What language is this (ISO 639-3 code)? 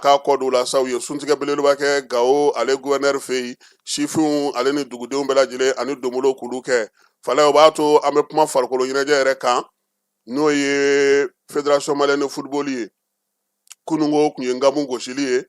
bam